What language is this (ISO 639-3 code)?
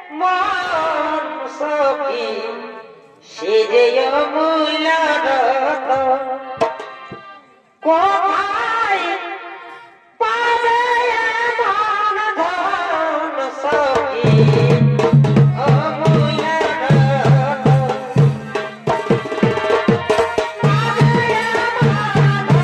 ben